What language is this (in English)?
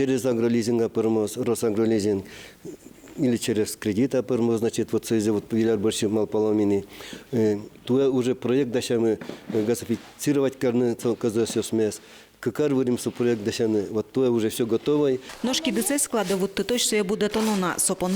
Udmurt